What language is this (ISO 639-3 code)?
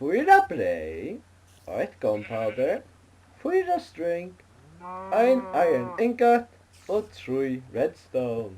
fao